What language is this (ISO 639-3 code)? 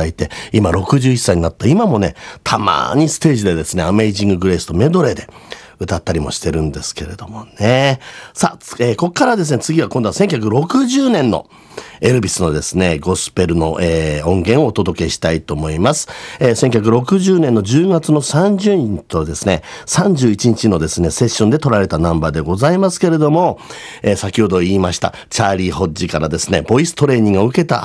jpn